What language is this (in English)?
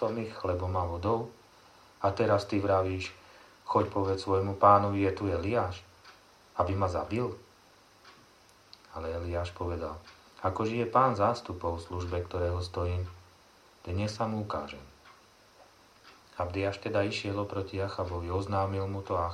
Slovak